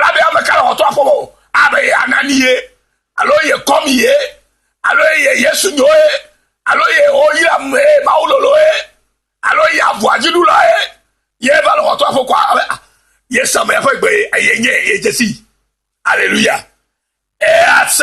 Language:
Ewe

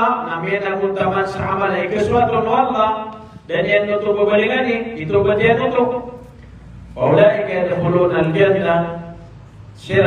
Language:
Maranao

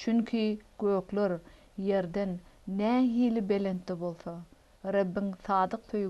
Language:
Turkmen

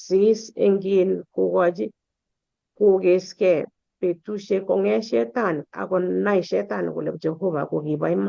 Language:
Kalenjin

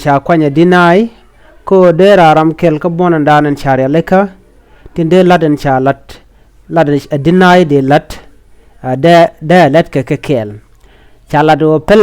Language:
Nuer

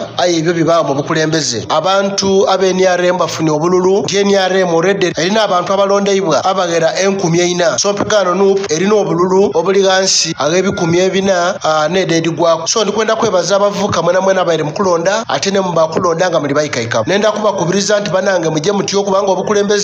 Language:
Ganda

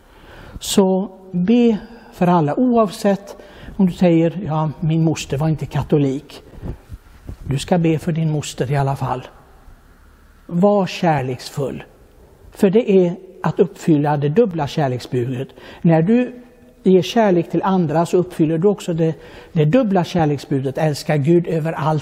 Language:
Swedish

